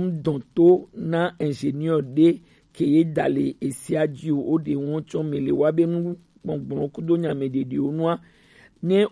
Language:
Gen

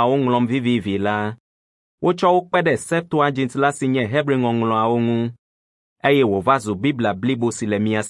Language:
Ewe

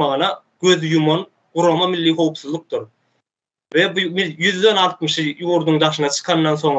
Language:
Turkmen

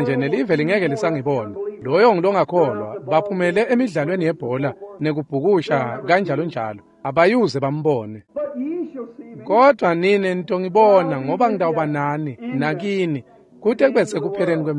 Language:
Swati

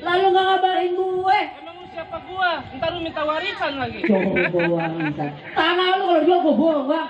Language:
Betawi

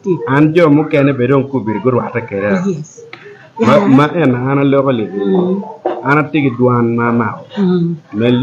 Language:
Acoli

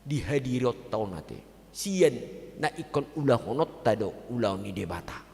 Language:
Batak Toba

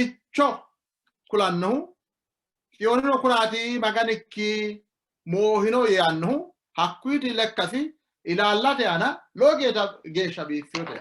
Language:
Sidamo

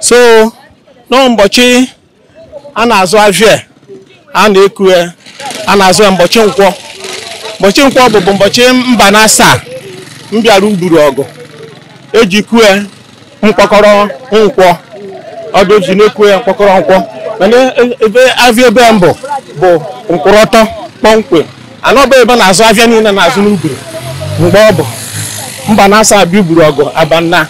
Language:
Igbo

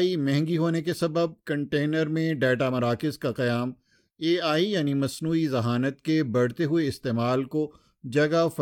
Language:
Urdu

